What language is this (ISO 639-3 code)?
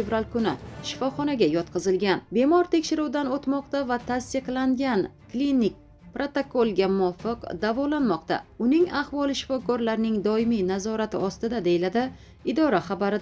uzb